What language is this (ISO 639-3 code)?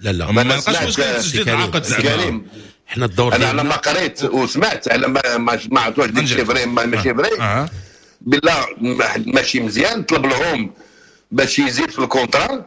ary